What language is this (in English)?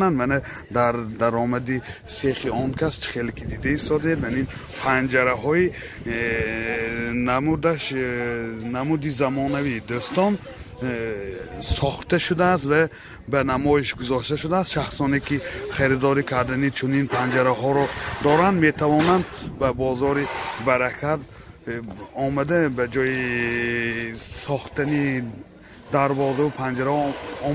Tajik